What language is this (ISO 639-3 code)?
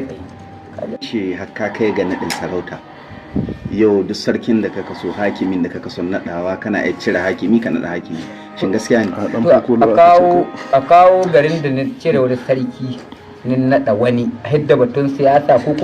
hau